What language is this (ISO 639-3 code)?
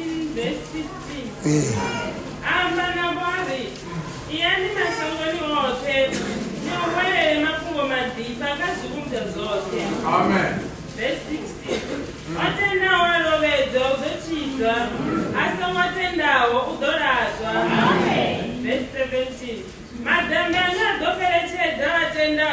ven